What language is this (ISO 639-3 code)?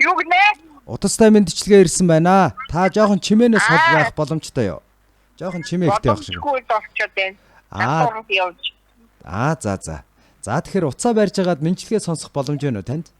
mon